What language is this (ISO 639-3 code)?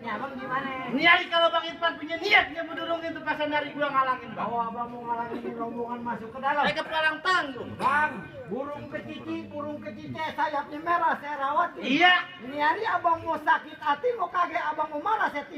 bew